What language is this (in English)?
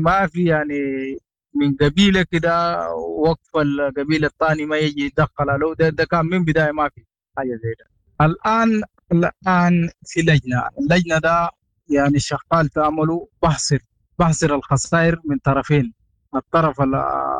Sudanese Arabic